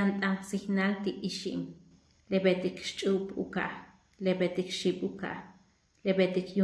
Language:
Yucateco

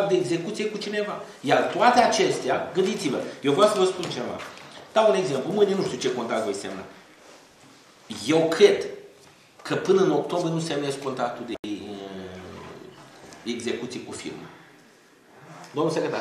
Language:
Romanian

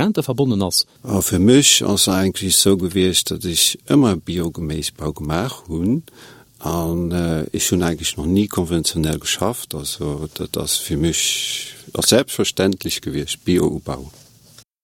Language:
Luxembourgish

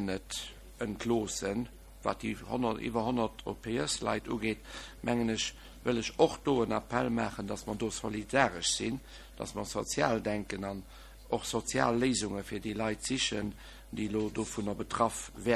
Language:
Luxembourgish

